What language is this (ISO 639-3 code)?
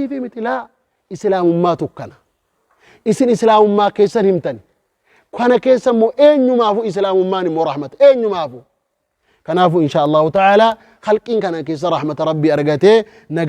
orm